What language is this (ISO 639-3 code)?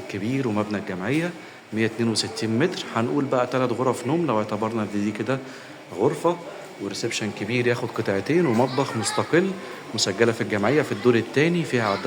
arz